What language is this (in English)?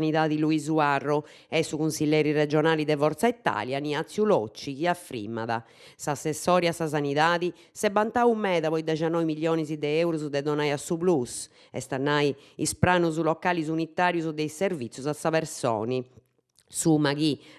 Sardinian